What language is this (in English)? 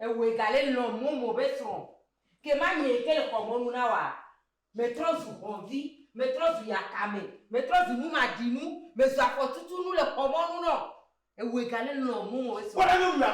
Ewe